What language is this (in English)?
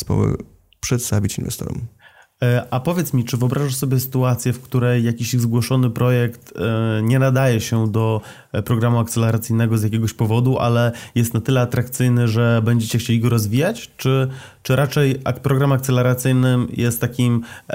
Polish